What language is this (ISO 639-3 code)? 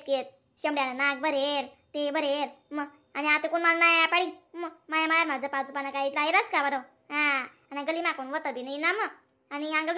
khn